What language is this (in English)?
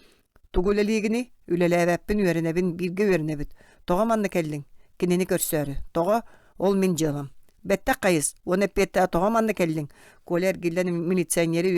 Yakut